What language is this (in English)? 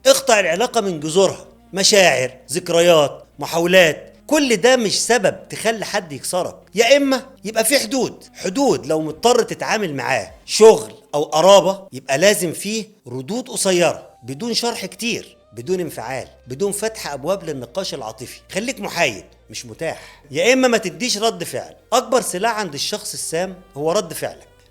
Egyptian Arabic